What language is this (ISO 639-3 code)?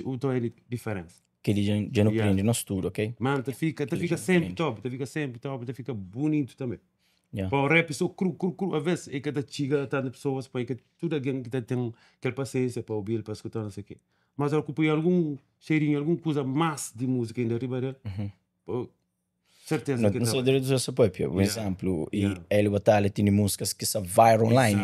kea